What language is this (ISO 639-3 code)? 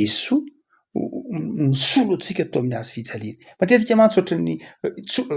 mlg